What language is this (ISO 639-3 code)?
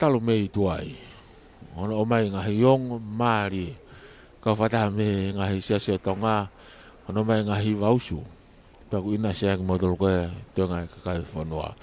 ton